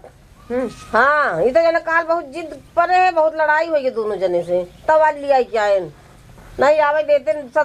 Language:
Awadhi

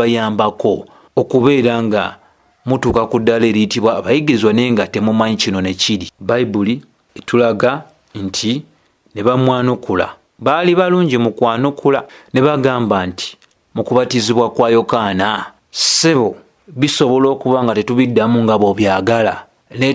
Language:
Ganda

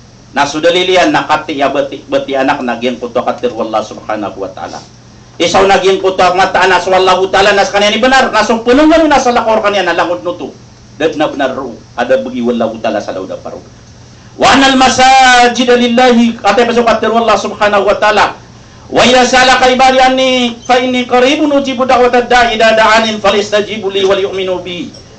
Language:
Maranao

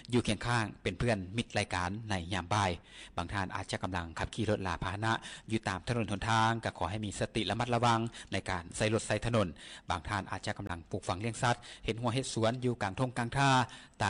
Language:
Lao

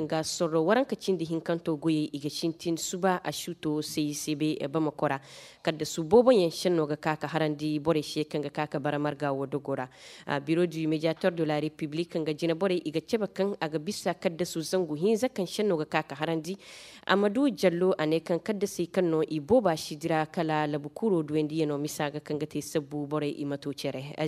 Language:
Koyraboro Senni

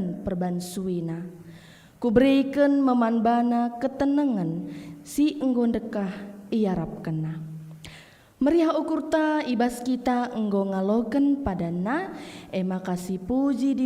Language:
Batak Karo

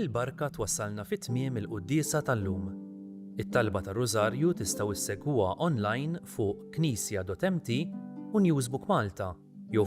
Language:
Maltese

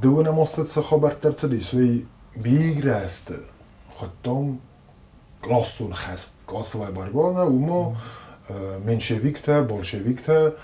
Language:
Ossetic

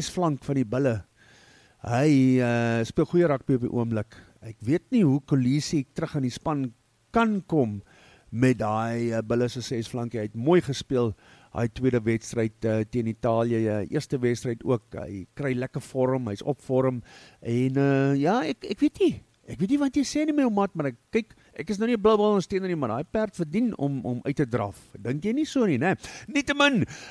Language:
Afrikaans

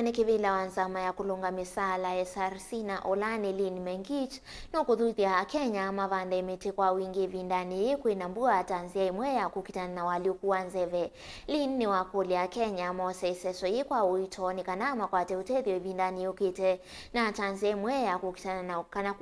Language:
Kamba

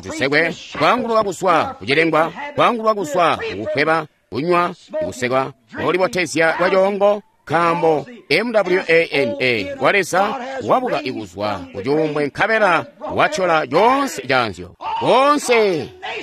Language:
Tonga (Zambia)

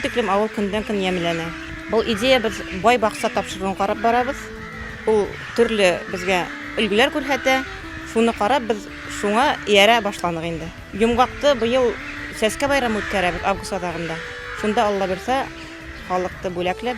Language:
Bashkir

